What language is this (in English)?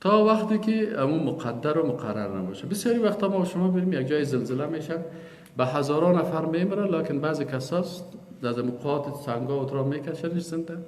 Persian